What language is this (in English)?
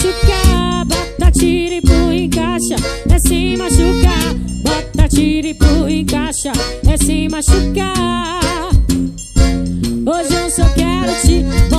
Portuguese